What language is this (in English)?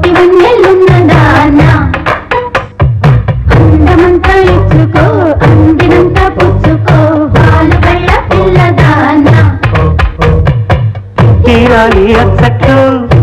Telugu